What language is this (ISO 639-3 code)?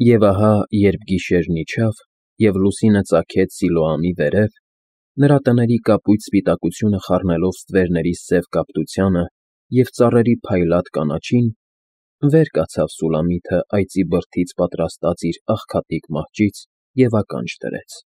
hye